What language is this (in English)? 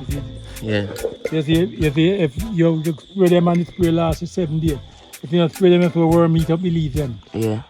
Jamaican Creole English